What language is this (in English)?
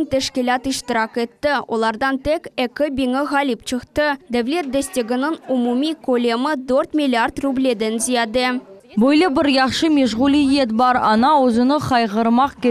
Crimean Tatar